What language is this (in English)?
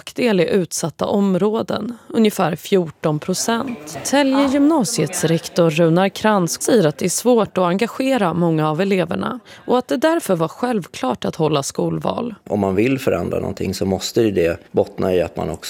Swedish